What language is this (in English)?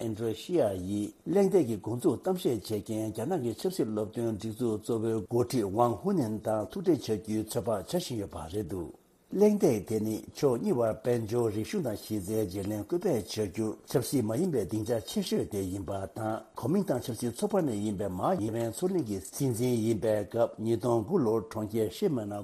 Tibetan